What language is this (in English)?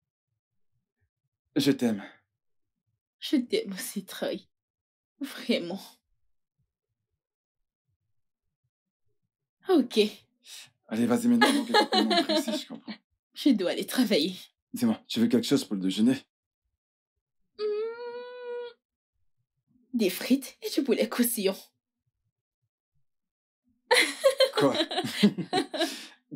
French